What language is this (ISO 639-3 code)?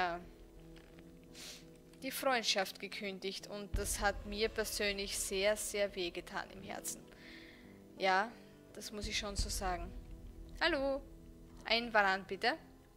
deu